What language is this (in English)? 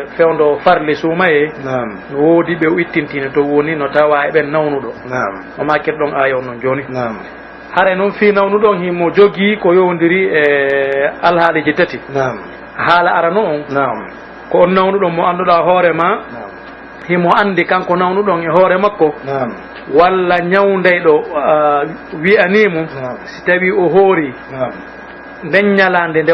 Pular